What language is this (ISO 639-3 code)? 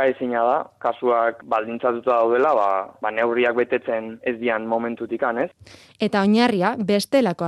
eus